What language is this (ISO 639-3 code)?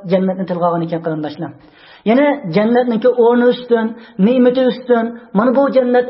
uig